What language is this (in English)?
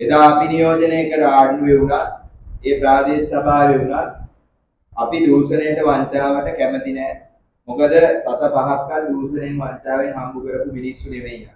Sinhala